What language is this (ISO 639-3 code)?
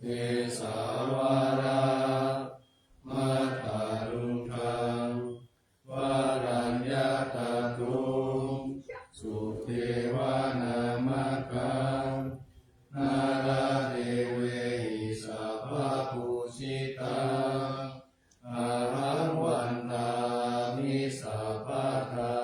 pli